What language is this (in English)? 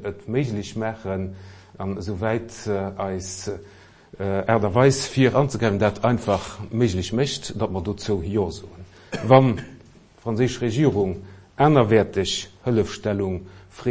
Luxembourgish